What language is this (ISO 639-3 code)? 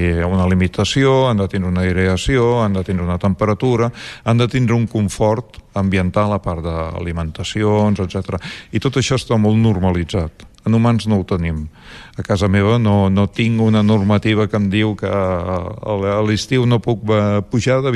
cat